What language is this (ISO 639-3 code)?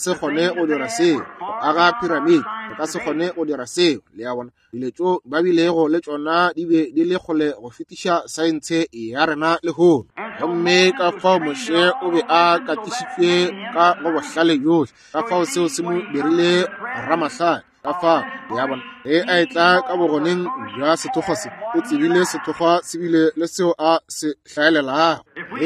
nso